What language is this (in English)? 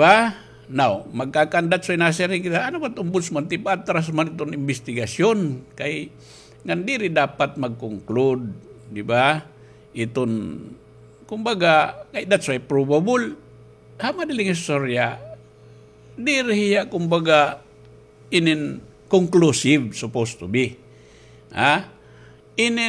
Waray